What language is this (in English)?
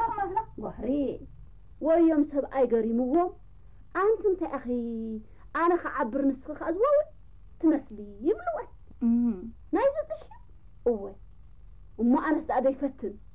Tigrinya